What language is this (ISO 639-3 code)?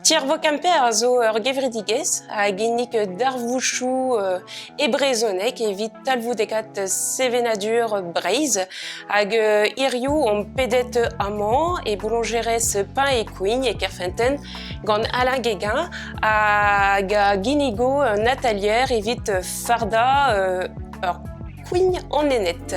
bre